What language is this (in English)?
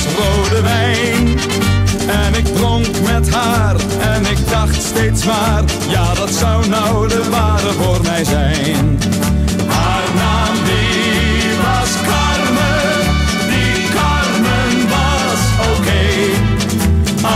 Dutch